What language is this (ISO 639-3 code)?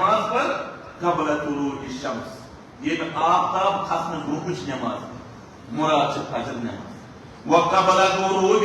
kas